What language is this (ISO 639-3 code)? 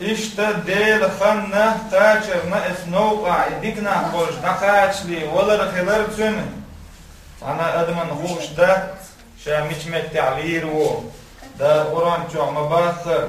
che